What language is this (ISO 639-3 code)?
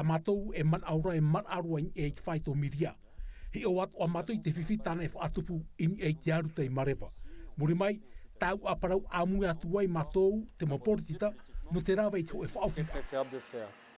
tah